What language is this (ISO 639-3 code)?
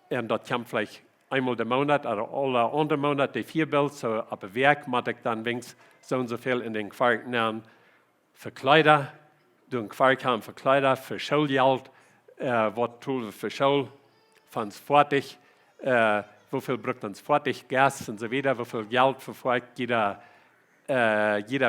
pdt